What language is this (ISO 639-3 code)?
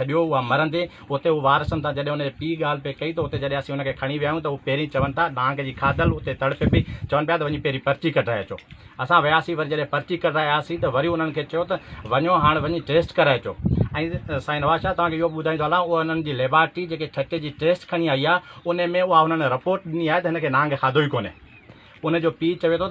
snd